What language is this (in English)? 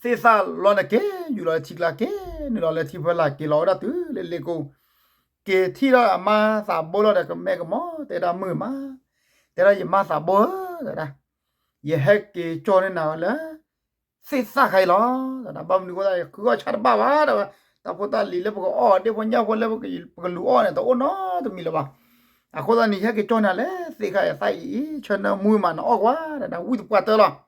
S'gaw Karen